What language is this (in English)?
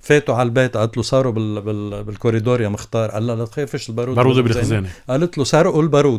North Levantine Arabic